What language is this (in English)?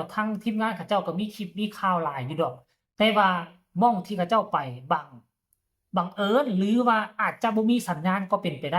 Northeastern Thai